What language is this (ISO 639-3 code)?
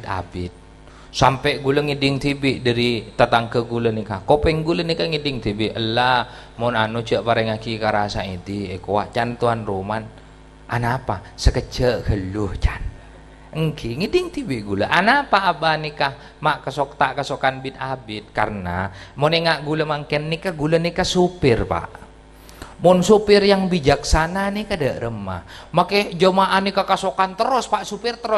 mad